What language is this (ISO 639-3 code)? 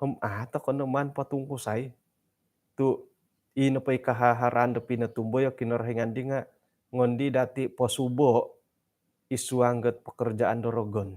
dtp